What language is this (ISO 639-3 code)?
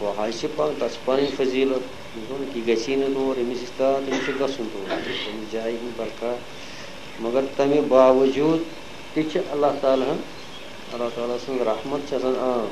kas